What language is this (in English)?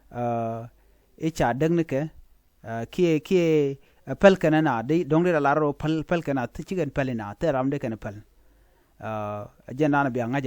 Nuer